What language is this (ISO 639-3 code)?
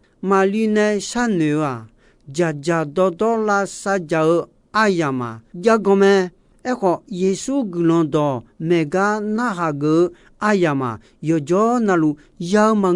ahk